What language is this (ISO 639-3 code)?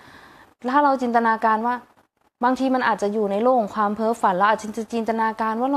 tha